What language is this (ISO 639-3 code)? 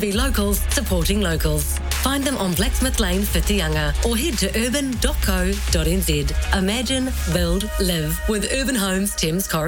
eng